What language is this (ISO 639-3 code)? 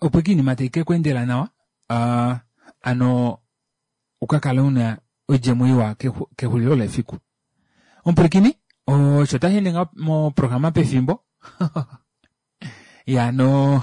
kua